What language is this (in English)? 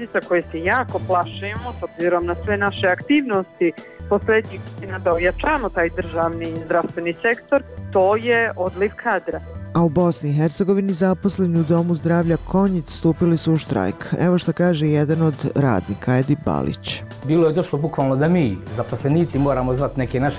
Bosnian